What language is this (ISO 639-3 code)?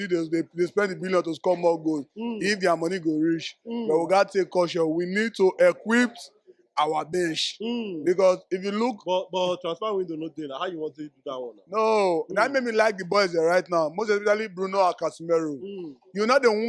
pcm